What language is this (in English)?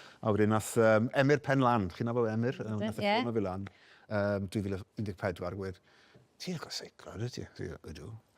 Welsh